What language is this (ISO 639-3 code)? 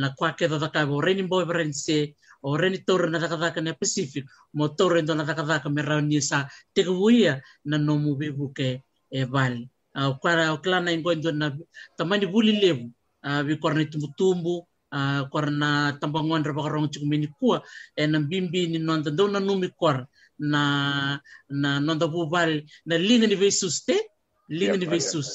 fij